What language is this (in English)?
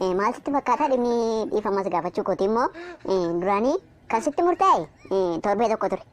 Oromo